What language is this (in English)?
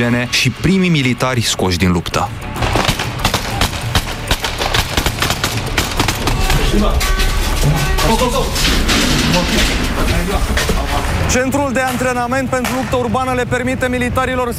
Romanian